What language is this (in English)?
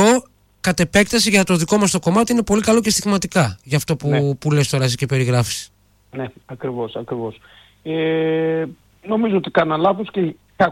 Greek